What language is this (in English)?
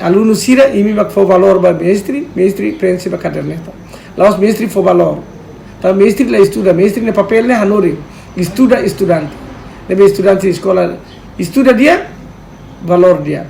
Tetum